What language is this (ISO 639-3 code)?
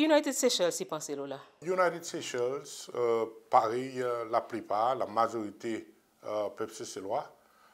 crs